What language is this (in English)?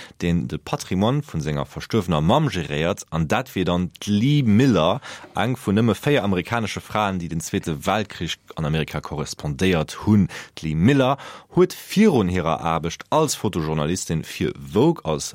Luxembourgish